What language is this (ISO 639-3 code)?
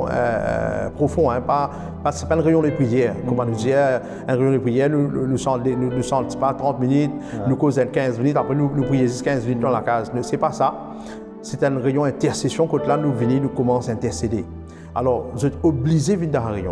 mfe